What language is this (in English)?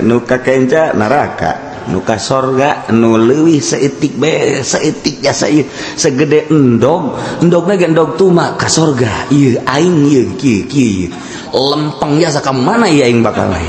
Sundanese